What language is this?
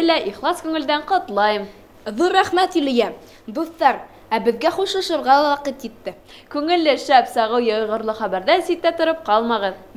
Bashkir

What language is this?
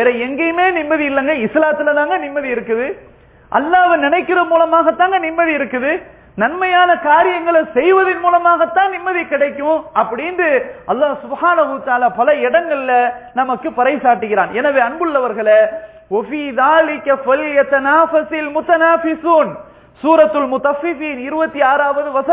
Tamil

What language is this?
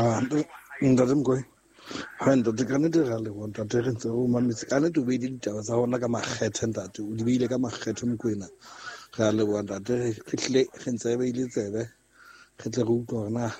Southern Sotho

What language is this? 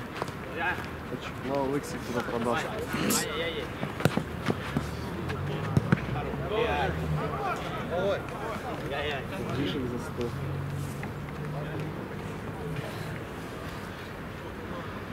Russian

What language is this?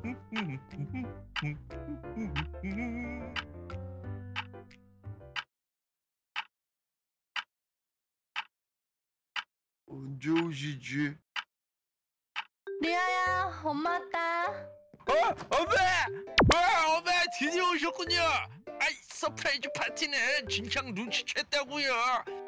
Korean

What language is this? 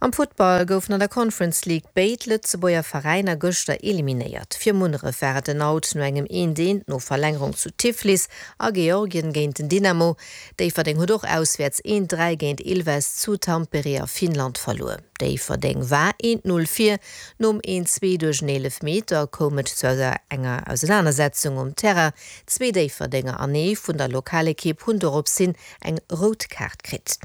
Luxembourgish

